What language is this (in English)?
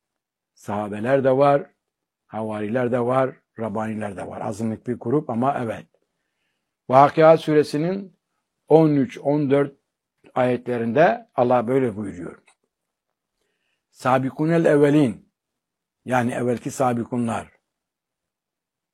Turkish